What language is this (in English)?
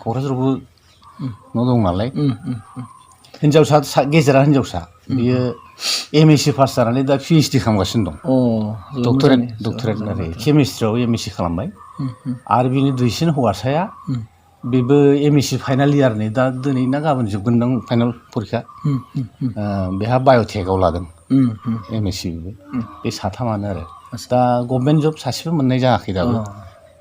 Bodo